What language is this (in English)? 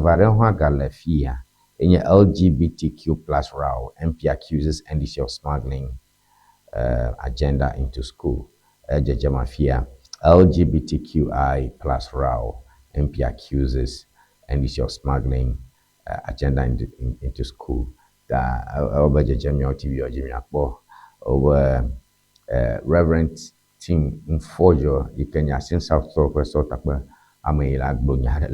Ewe